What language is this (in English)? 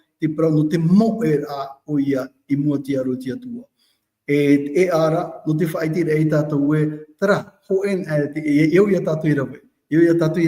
Tahitian